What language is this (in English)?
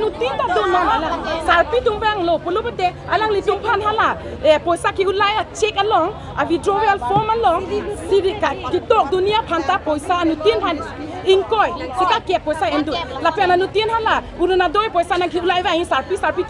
Karbi